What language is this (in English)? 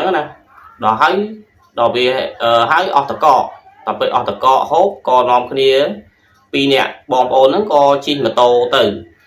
Khmer